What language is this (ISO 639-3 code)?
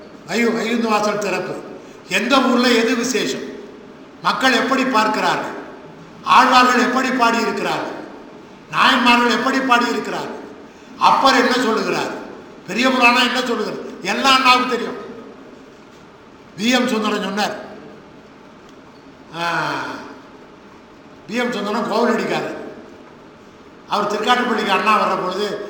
tam